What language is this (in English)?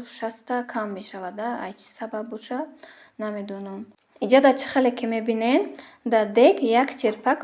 Tajik